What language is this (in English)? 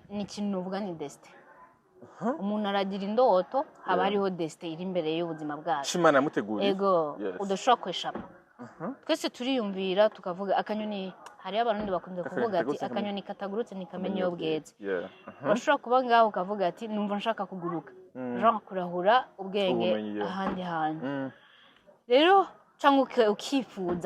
Rundi